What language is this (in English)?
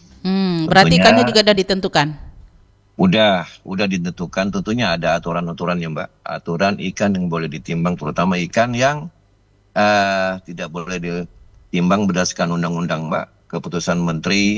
Indonesian